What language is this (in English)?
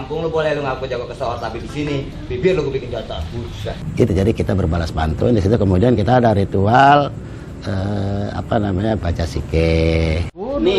Betawi